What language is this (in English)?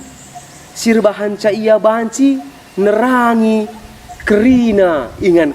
Batak Karo